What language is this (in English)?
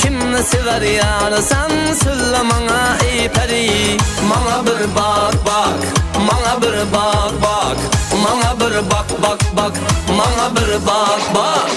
Kara-Kalpak